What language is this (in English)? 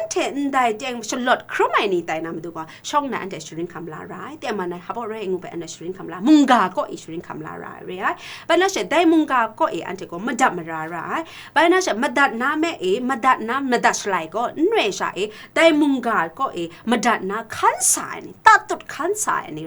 Kachin